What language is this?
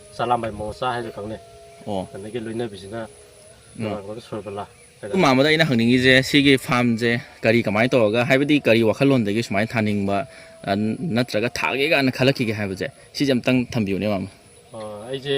Manipuri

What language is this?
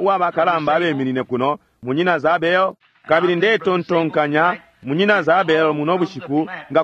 Bemba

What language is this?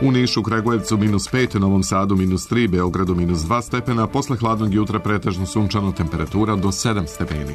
Serbian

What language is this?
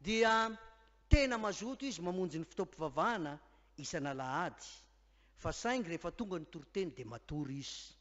Malagasy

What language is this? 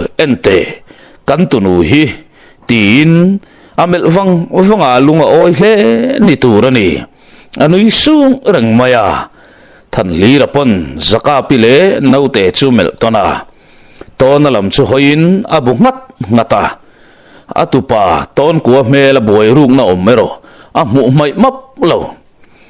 Mizo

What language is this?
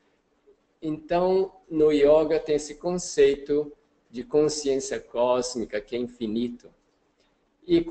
Portuguese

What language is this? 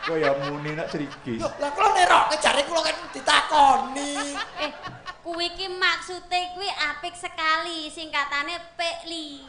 Javanese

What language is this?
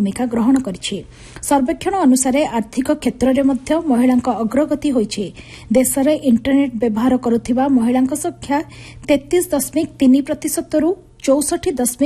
Odia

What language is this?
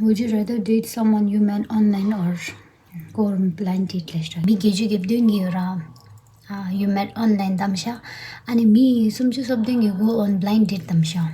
Tibetan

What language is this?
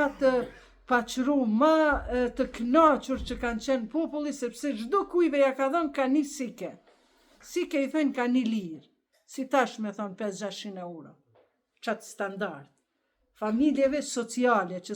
Albanian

